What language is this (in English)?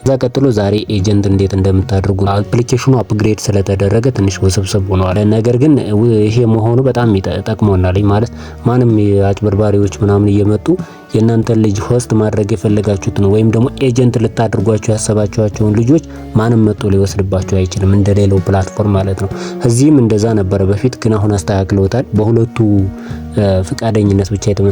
Amharic